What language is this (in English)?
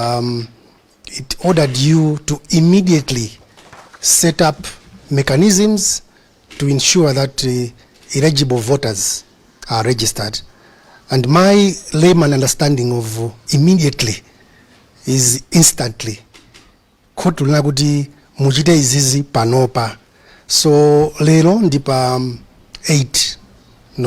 Nyanja